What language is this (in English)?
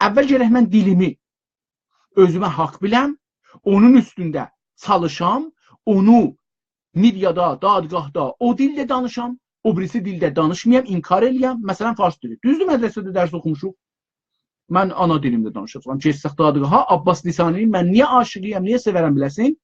South Azerbaijani